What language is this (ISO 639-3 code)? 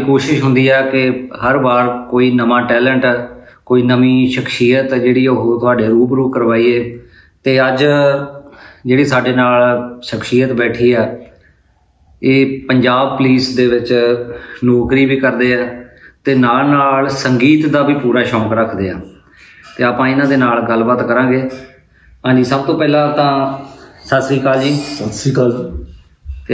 pan